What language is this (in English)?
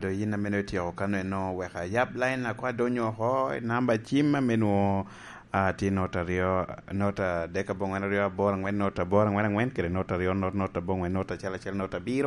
Lango (Uganda)